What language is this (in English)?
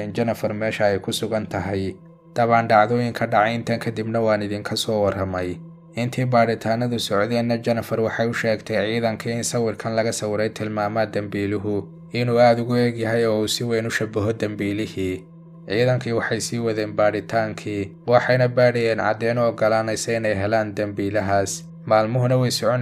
Somali